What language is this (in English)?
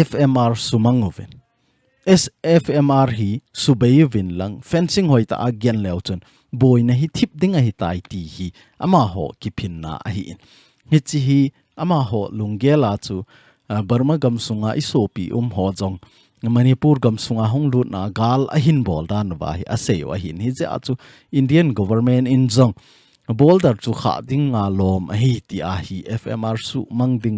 Thado Chin